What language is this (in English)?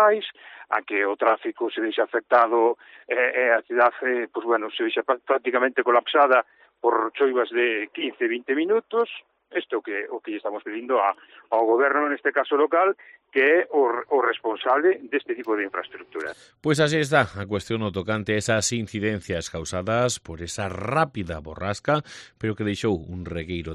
Galician